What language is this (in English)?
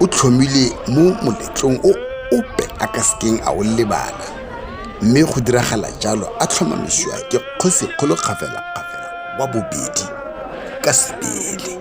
Tswana